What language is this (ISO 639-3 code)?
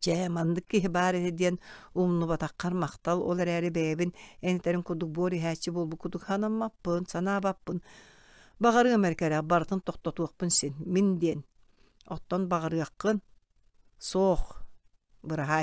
sah